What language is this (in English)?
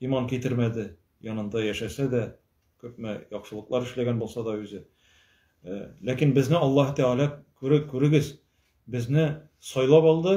Tatar